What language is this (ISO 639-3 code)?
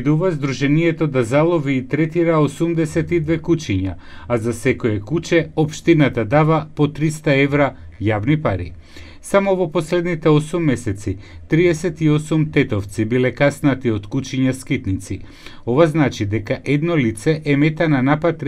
mkd